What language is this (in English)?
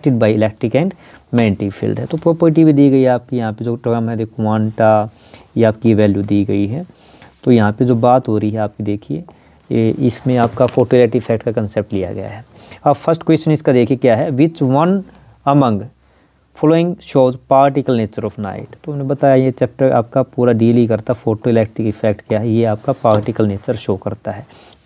Hindi